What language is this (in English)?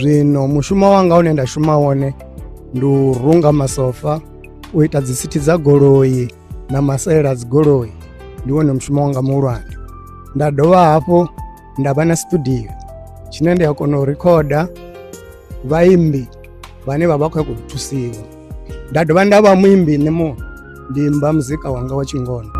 Venda